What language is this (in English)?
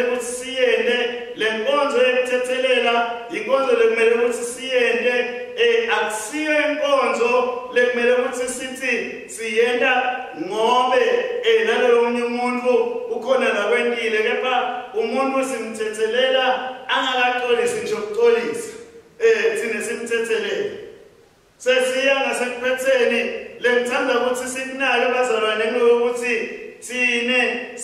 Swati